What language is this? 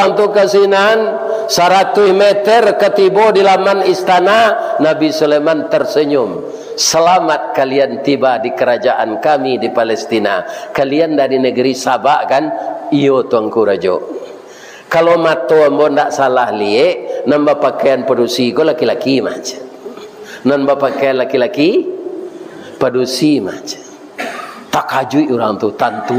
Minangkabau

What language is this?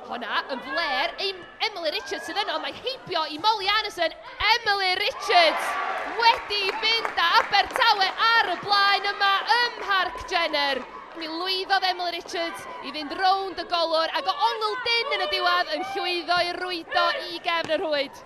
Welsh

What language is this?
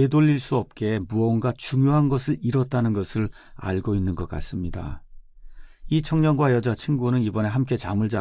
Korean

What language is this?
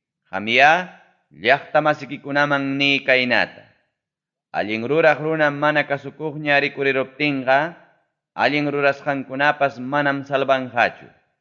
Ayacucho Quechua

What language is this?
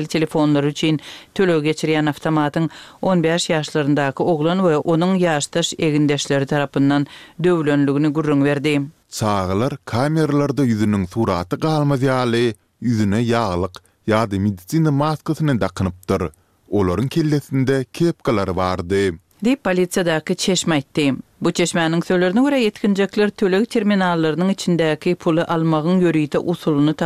Turkmen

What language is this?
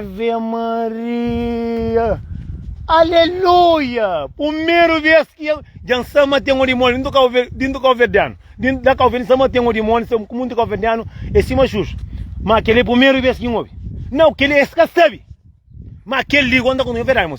Kabuverdianu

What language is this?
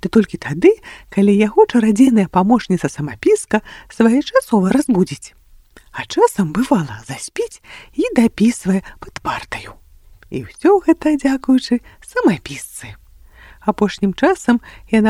Belarusian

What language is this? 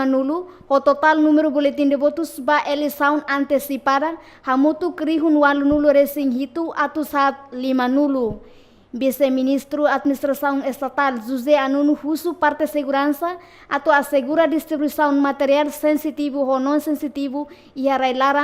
Tetum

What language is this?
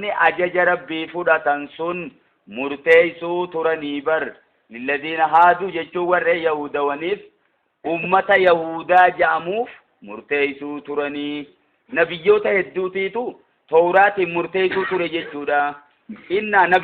Oromo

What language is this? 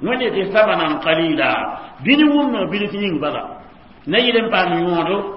Mossi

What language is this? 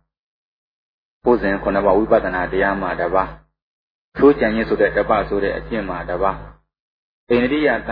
Burmese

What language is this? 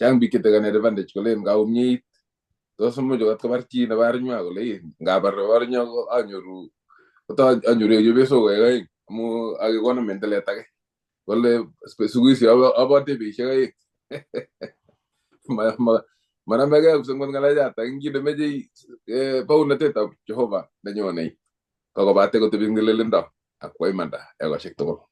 Kalenjin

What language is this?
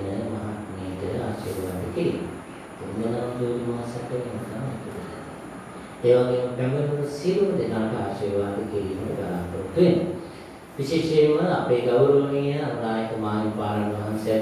Sinhala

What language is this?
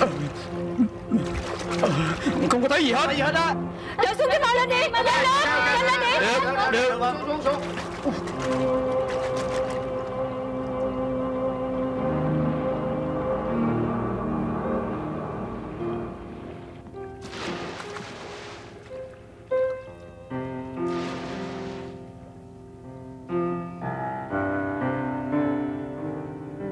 Vietnamese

